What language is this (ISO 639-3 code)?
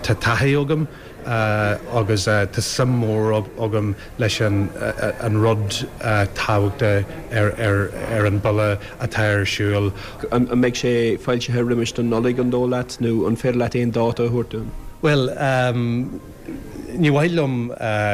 gle